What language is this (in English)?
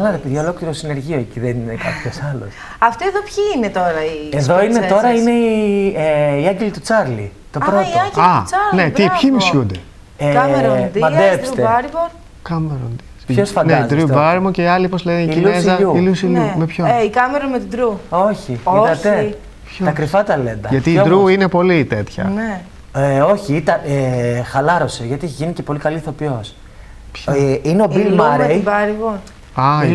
Greek